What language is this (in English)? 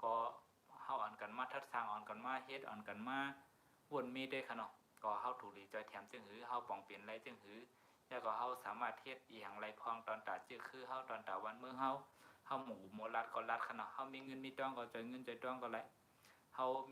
Shan